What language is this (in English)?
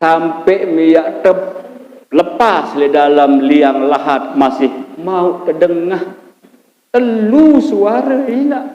Sasak